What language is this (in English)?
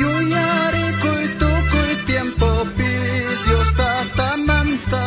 South Bolivian Quechua